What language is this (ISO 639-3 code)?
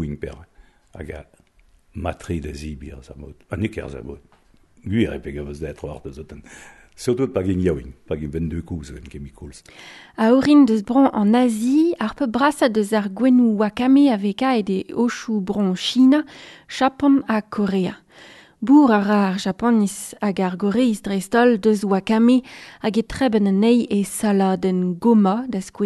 bre